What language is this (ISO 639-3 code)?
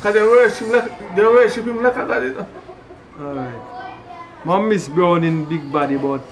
jam